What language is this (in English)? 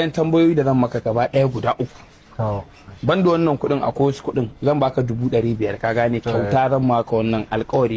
Hausa